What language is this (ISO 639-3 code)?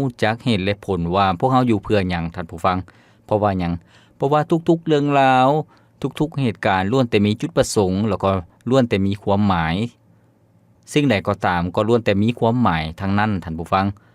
lao